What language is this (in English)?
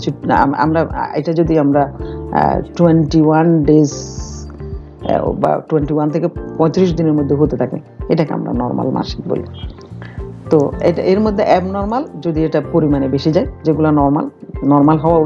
Bangla